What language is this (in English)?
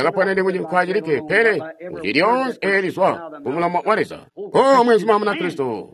Tonga (Zambia)